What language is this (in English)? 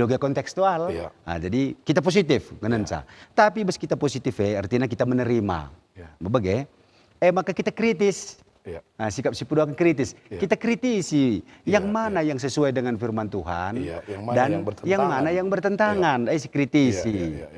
Batak Karo